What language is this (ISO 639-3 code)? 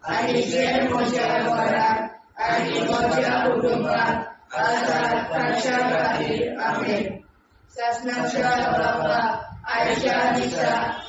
kok